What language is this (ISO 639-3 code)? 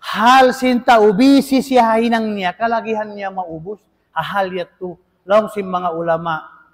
tsg